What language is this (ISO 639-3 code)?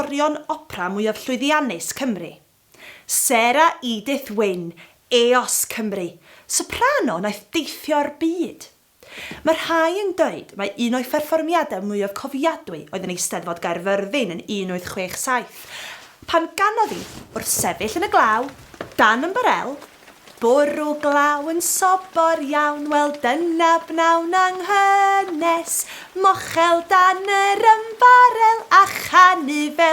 cym